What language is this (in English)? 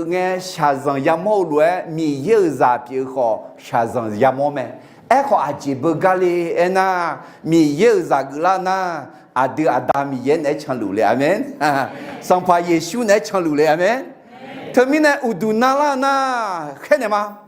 Akha